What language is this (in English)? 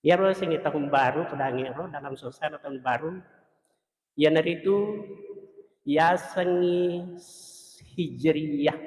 Buginese